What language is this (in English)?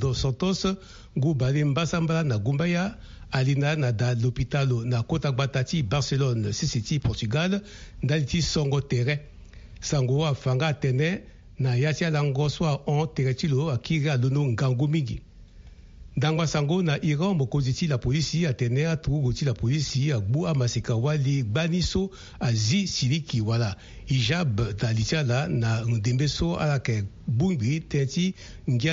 Sango